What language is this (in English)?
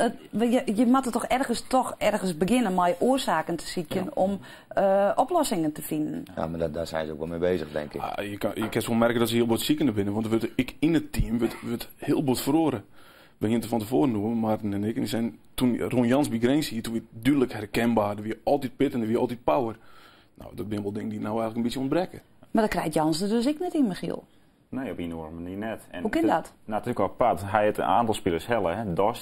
Western Frisian